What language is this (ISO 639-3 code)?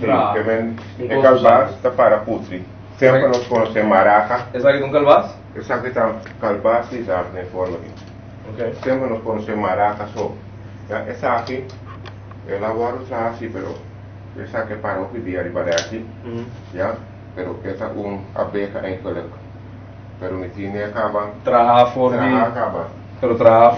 pap